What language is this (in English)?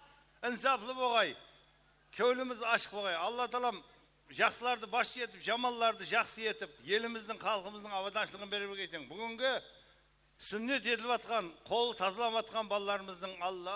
Kara-Kalpak